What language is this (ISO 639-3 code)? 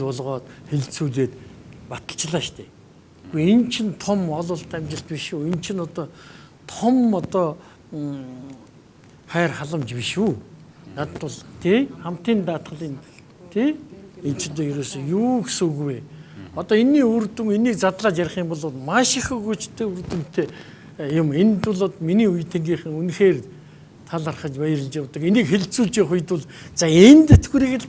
mon